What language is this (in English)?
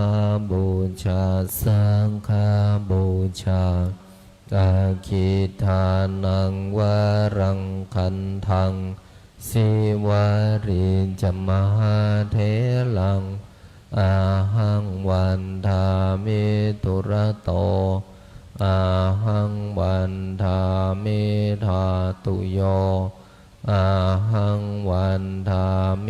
Pali